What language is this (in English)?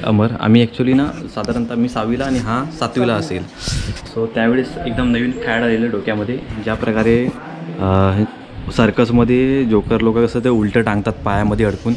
Marathi